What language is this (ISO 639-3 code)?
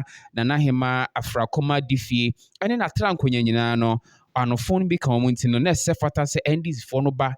aka